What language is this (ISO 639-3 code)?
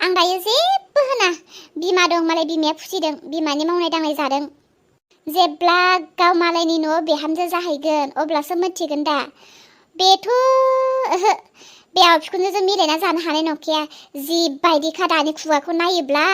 brx